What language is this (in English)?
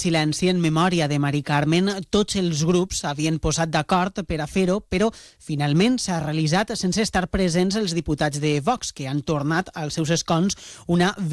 Catalan